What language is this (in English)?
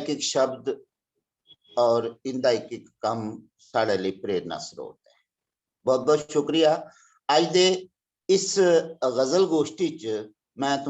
Dogri